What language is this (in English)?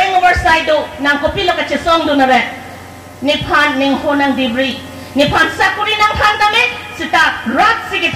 Karbi